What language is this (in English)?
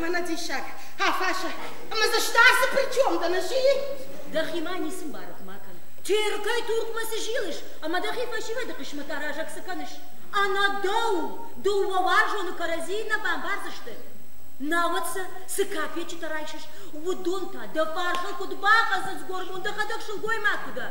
Ossetic